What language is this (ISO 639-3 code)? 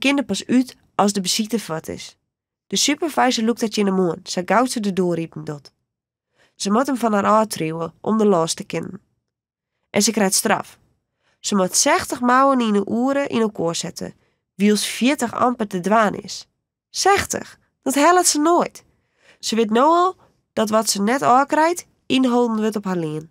fry